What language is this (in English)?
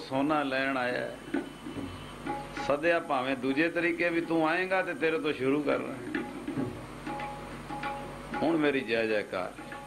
Punjabi